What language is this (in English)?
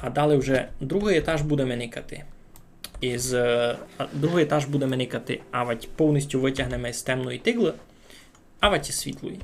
Rusyn